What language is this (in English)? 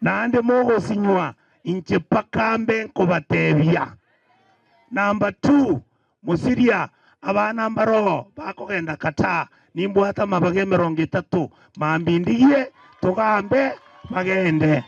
Gusii